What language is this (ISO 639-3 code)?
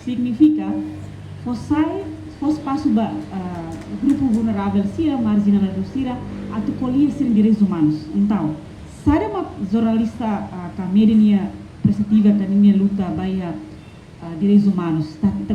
tet